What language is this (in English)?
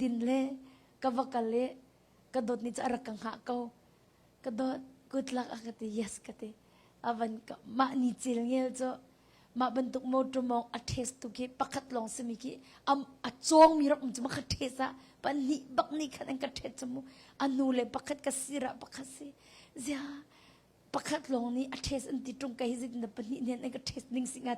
Hakha Chin